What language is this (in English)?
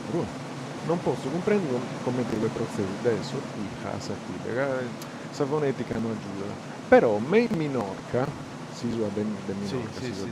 Sardinian